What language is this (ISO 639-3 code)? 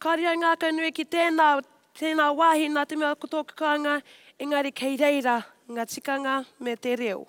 mri